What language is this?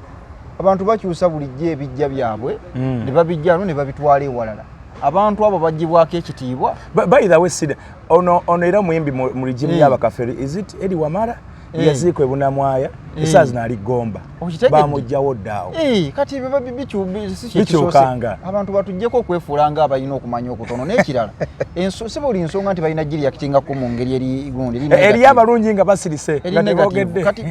Ganda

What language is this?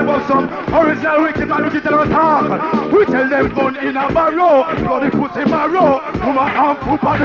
Jamaican Creole English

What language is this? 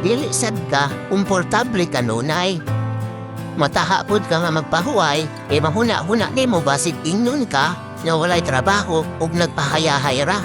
Cebuano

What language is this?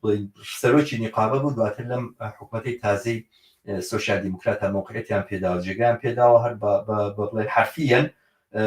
Central Kurdish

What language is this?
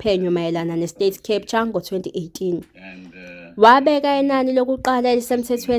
Zulu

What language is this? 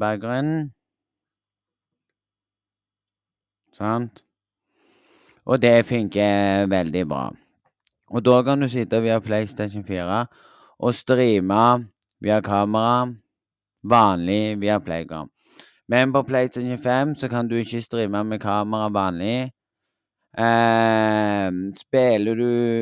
Norwegian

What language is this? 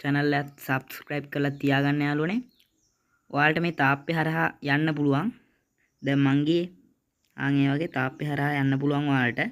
Sinhala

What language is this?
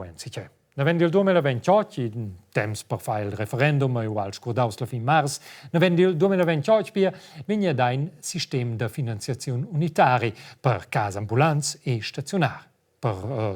Romansh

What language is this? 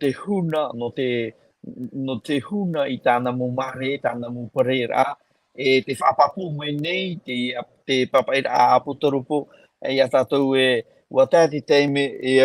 Tahitian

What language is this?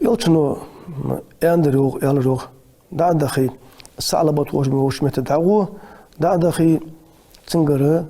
Ingush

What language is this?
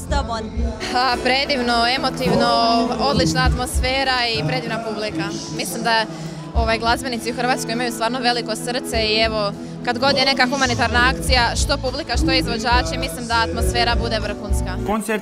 Croatian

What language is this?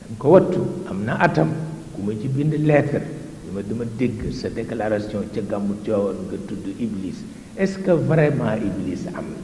Wolof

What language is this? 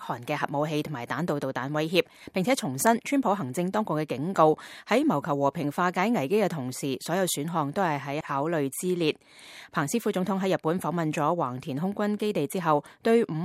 Cantonese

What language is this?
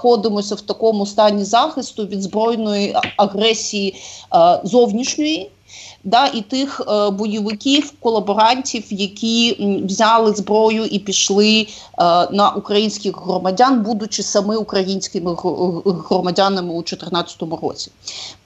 Ukrainian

